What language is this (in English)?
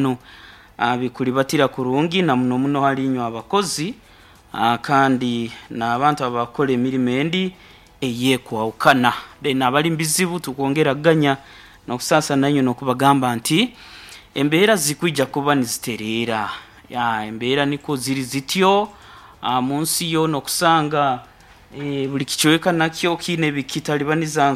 Nyankole